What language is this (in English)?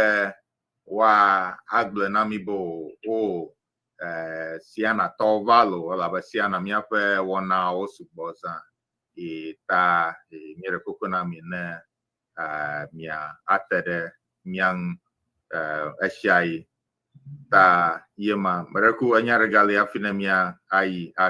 Ewe